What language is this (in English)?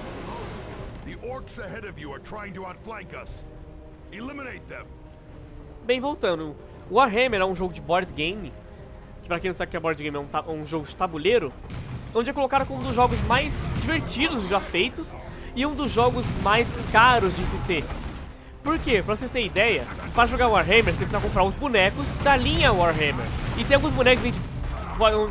Portuguese